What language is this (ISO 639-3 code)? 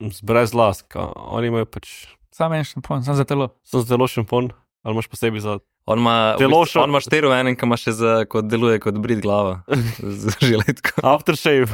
slv